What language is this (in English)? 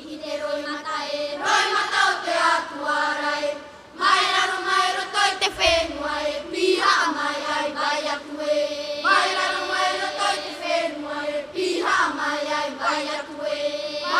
Tahitian